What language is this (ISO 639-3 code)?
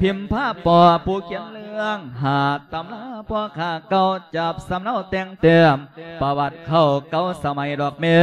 lao